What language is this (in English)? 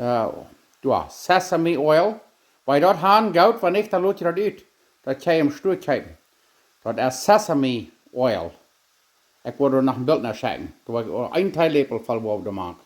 Plautdietsch